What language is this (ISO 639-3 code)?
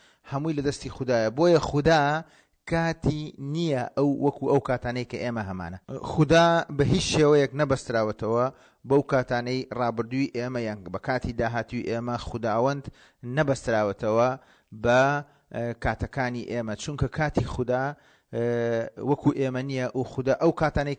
ckb